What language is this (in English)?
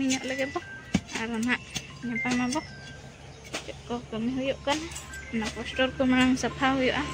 Santali